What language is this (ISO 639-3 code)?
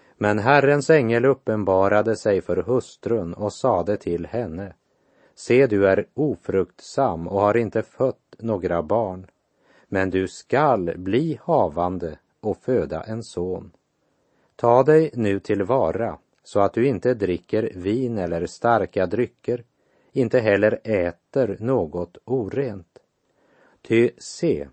swe